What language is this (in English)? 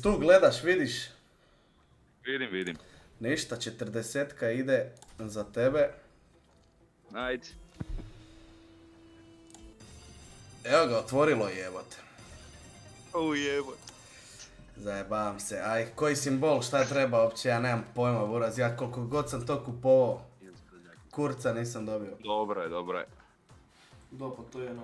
Croatian